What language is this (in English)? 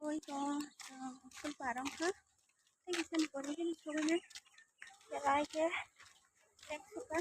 Kok Borok